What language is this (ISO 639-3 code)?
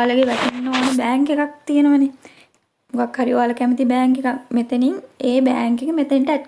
sin